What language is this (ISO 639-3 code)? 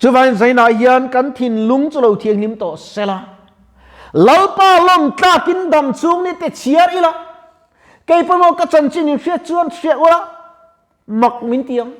lus